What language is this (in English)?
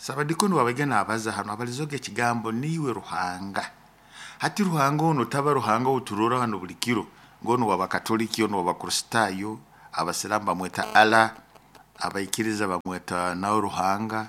Nyoro